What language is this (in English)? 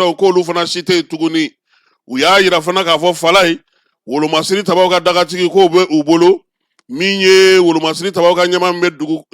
Bambara